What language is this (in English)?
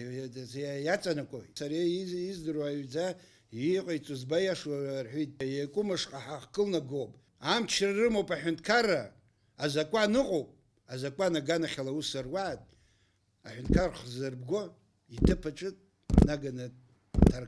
Abkhazian